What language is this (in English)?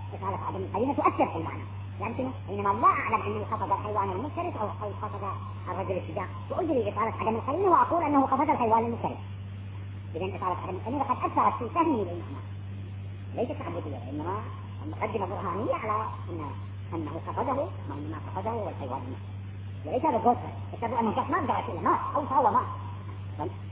Arabic